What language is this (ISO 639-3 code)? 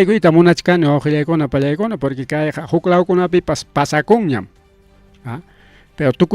quy